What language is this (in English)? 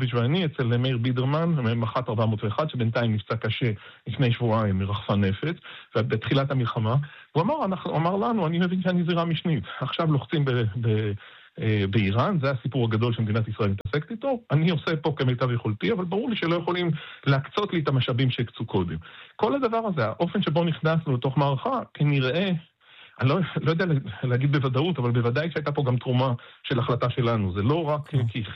Hebrew